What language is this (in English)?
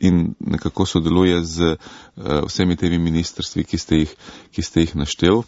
Slovenian